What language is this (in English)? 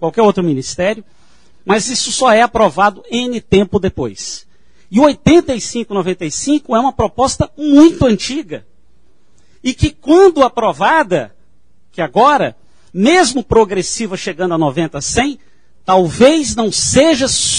Portuguese